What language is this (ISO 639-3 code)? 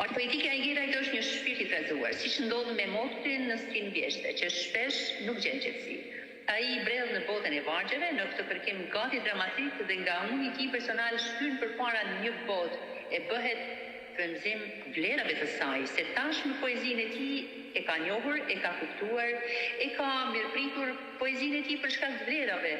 sqi